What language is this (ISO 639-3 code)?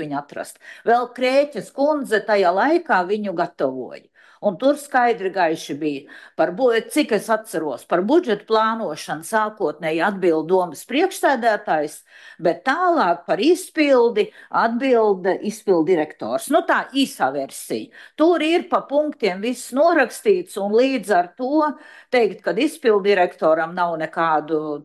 lav